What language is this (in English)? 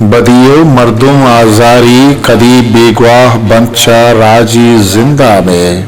Eastern Balochi